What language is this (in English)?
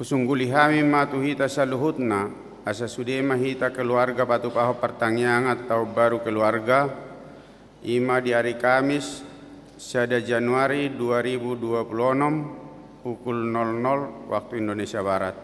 Batak Toba